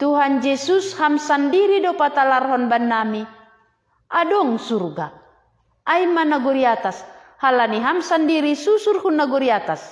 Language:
Batak Simalungun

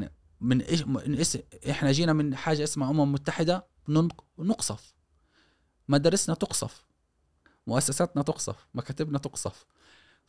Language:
Gulf Arabic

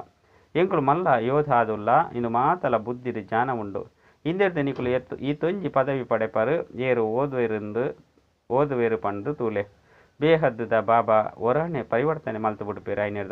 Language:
Tulu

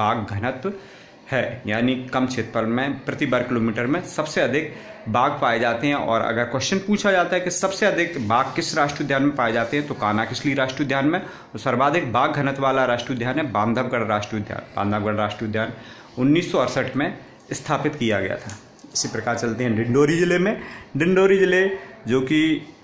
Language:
Hindi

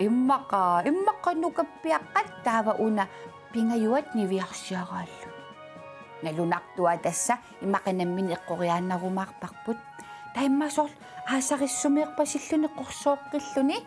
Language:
Kalaallisut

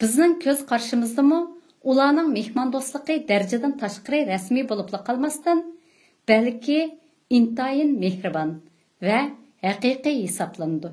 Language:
Uyghur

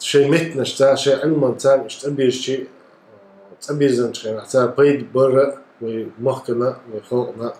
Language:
Chechen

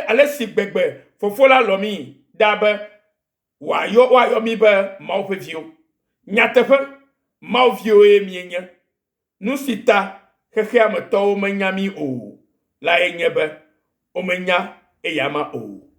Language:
Ewe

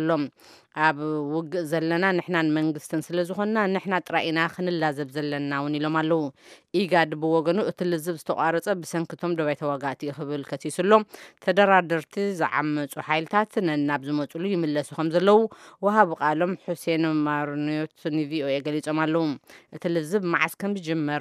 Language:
Tigrinya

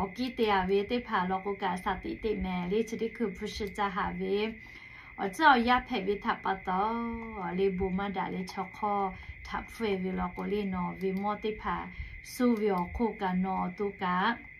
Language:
Lahu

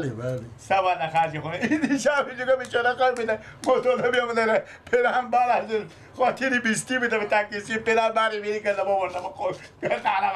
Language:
Persian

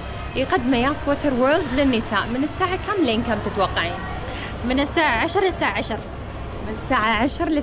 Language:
Gulf Arabic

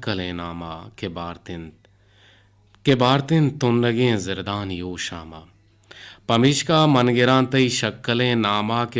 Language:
Eastern Balochi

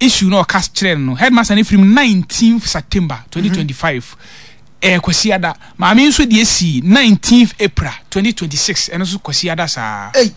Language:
Akan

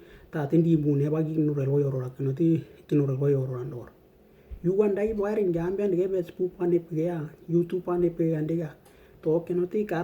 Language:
Western Dani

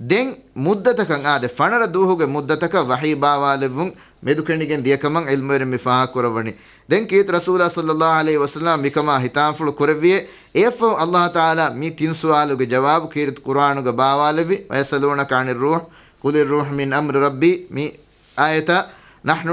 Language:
Divehi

